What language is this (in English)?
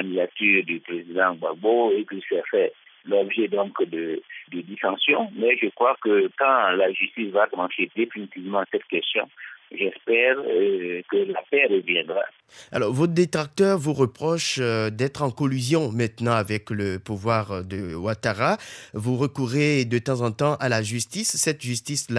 French